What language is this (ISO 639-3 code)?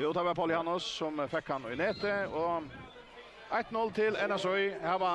fao